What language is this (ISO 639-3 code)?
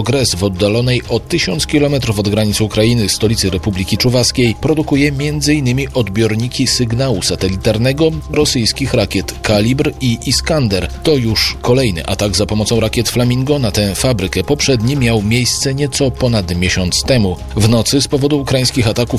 pol